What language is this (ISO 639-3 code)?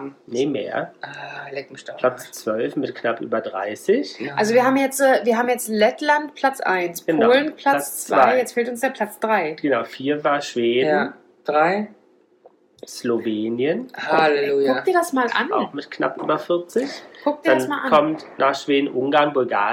deu